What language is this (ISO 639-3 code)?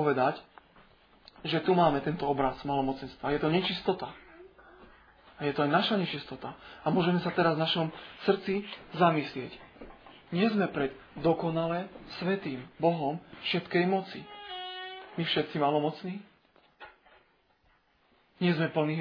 slk